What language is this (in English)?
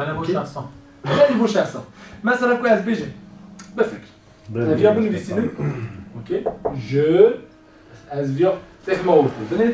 Kurdish